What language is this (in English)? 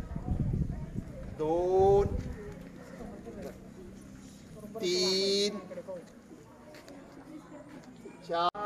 Marathi